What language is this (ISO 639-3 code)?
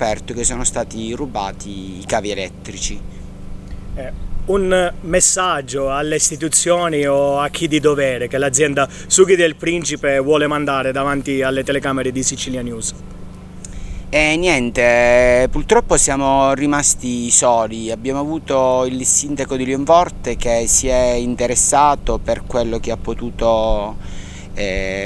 ita